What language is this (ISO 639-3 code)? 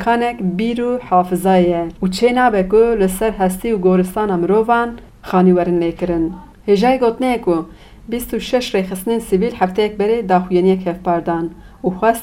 kur